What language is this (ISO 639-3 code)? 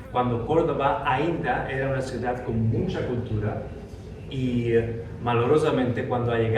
lad